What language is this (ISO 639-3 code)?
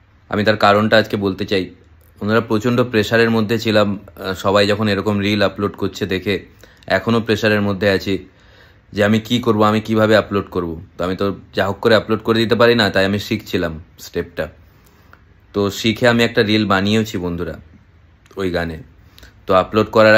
ben